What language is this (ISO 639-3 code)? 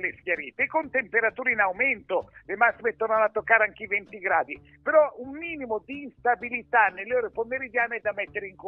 ita